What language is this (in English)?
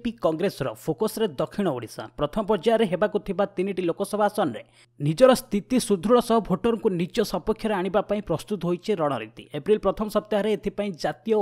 Odia